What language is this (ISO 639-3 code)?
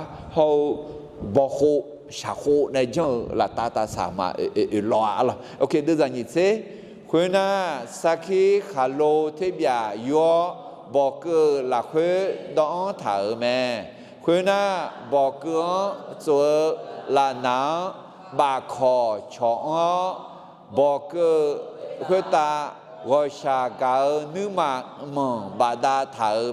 ahk